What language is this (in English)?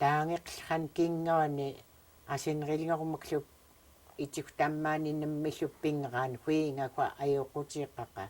Central Yupik